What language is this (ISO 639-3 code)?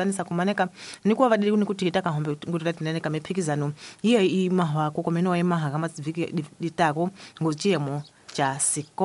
tso